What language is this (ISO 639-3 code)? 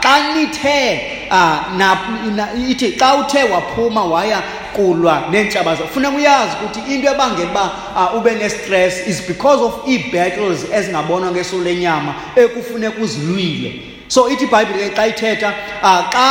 xho